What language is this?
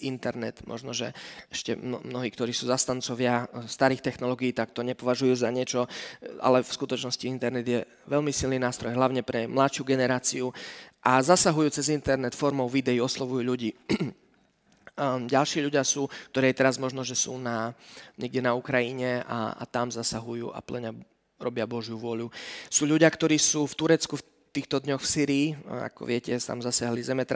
Slovak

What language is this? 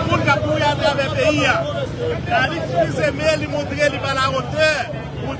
Haitian Creole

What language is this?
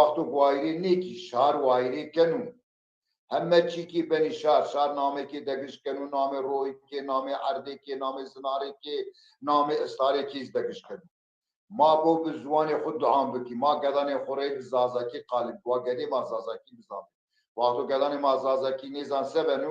Zaza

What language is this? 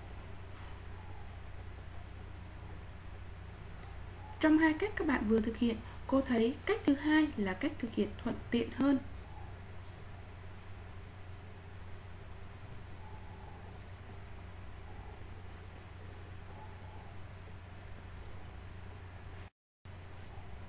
Vietnamese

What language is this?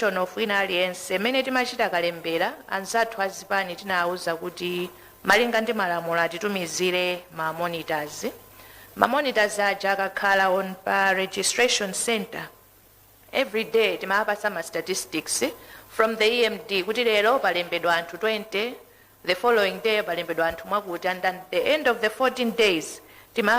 Nyanja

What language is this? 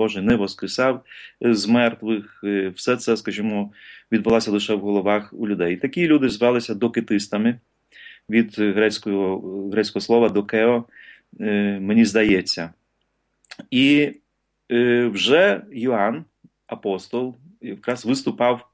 Ukrainian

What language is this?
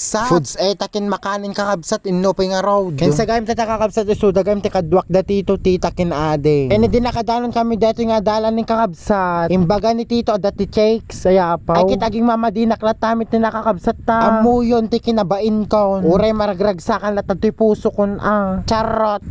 Iloko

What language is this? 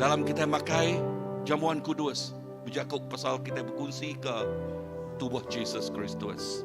Iban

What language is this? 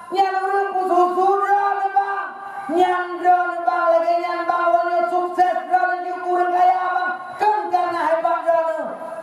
Achinese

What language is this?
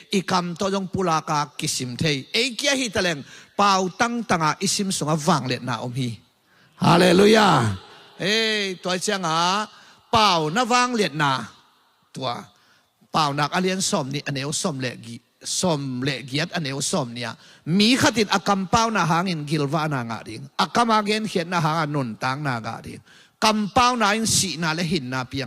Tedim Chin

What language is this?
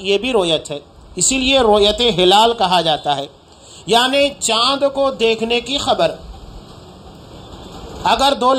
Urdu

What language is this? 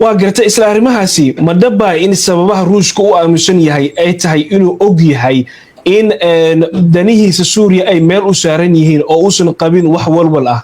Somali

